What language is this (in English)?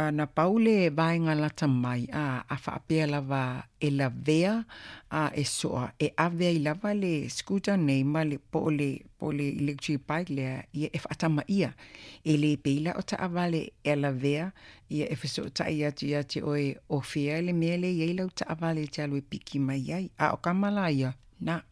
Samoan